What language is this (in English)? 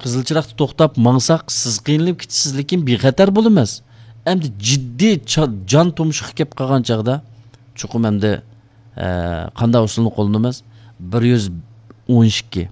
Uyghur